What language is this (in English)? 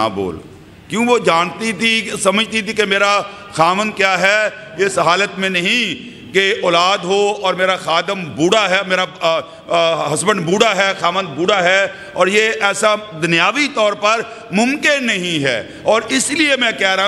Urdu